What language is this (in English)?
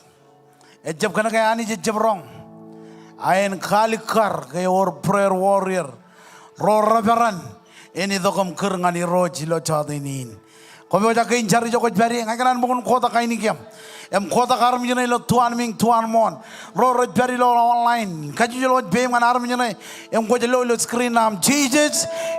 Marshallese